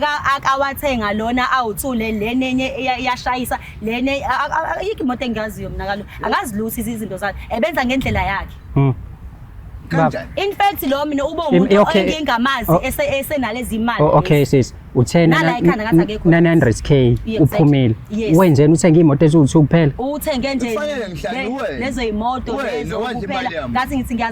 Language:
Zulu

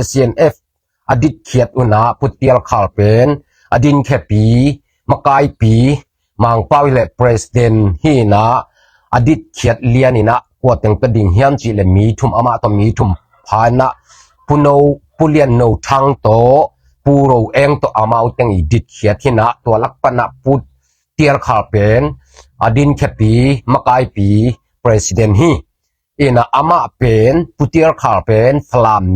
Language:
Tedim Chin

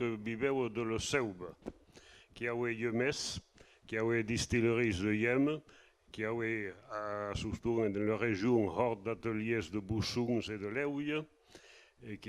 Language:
Occitan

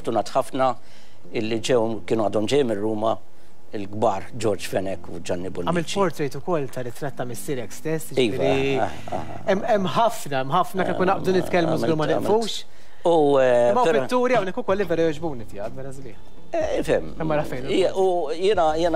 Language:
Maltese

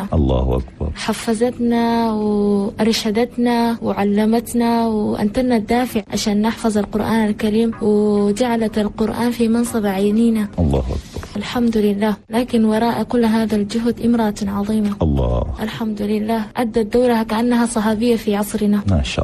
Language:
Chadian Arabic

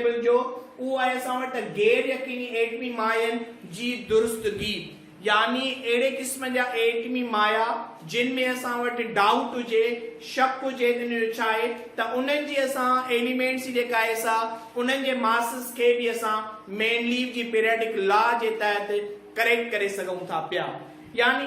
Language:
Sindhi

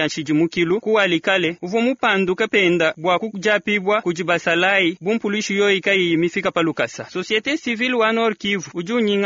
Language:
Luba-Lulua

